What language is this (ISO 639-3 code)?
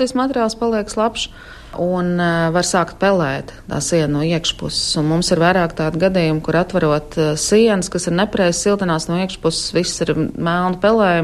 lav